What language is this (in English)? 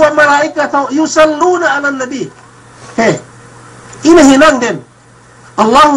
Yakan